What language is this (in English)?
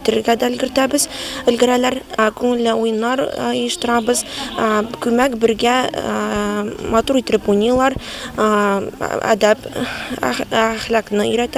Tatar